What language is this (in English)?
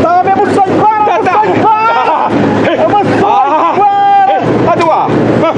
Xavánte